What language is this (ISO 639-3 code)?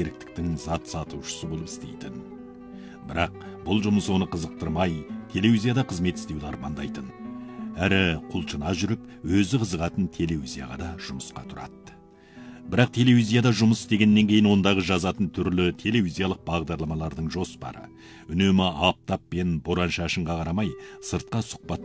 kaz